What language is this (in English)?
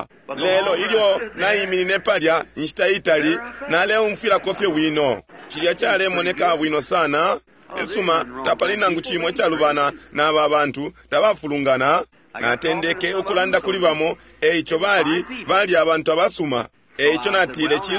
Bemba